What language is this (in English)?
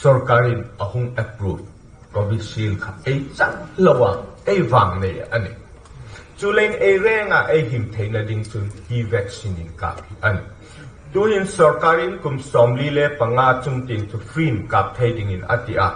Hmar